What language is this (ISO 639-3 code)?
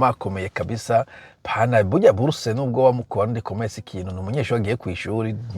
run